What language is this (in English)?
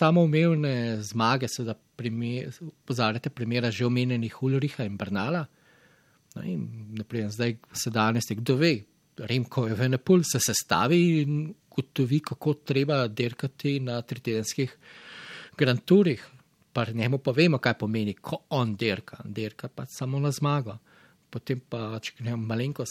Slovenian